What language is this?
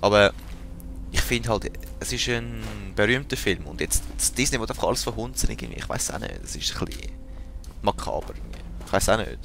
Swiss German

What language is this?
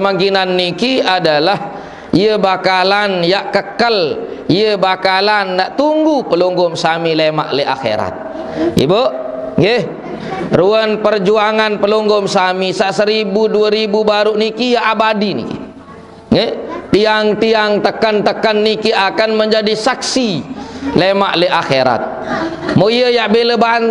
Sasak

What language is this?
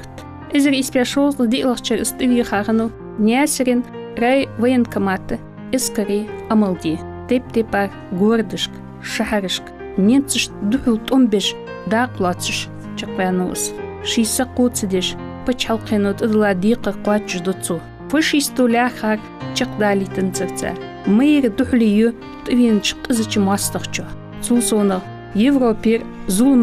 Ingush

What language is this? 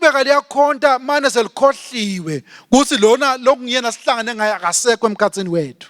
Swati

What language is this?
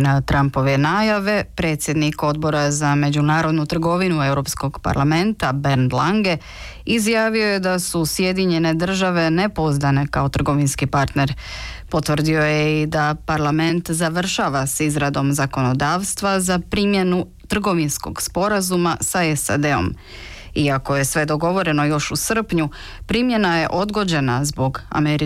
Croatian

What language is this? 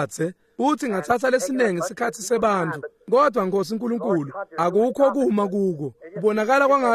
Swati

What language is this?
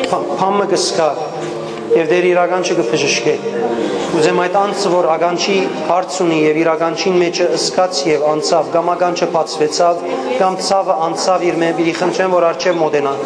Western Armenian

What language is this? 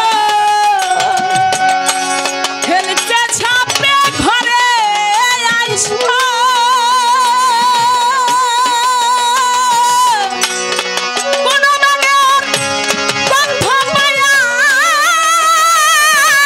Bangla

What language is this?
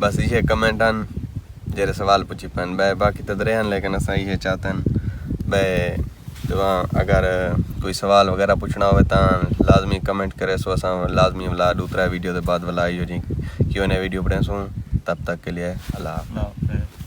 Saraiki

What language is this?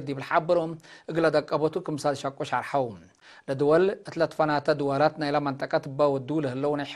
Tigre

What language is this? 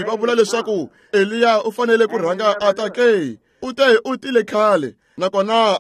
Tsonga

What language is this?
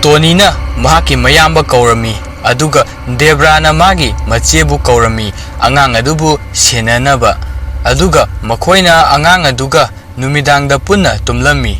Manipuri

